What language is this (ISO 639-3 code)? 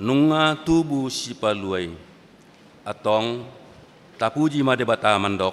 bbc